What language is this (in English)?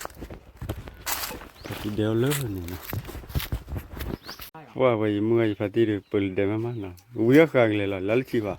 S'gaw Karen